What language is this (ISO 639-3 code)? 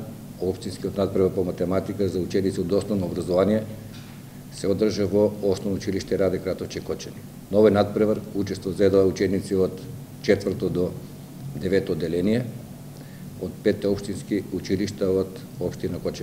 mkd